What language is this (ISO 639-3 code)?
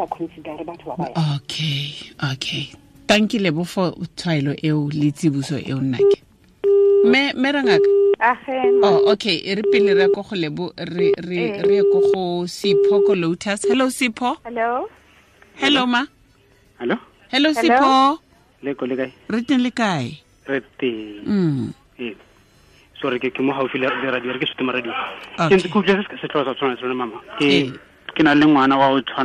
tsn